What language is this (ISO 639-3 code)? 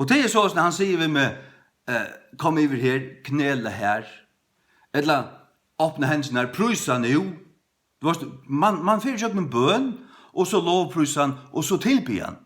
fao